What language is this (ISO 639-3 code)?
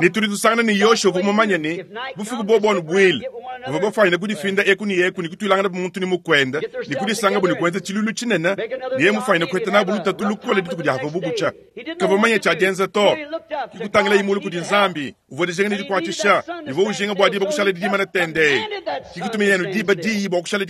lua